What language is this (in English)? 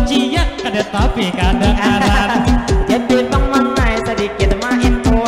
Banjar